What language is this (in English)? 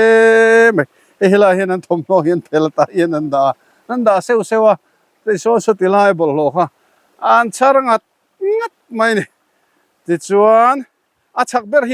Mizo